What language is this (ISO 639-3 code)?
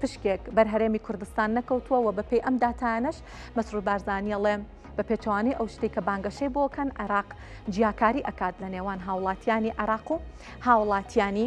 ckb